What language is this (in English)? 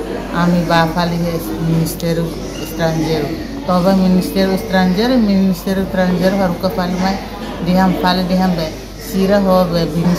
Tetum